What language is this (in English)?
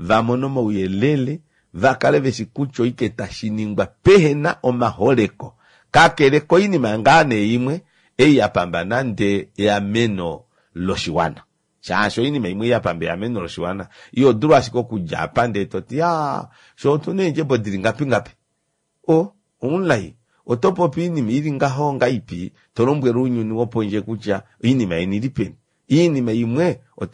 Kuanyama